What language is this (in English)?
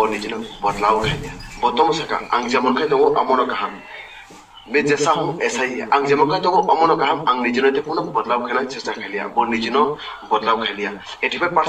Kok Borok